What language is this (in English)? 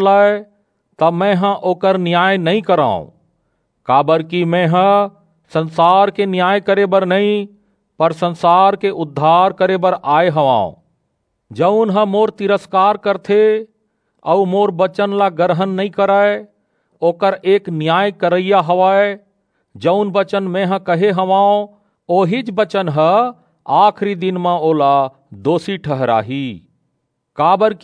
Chhattisgarhi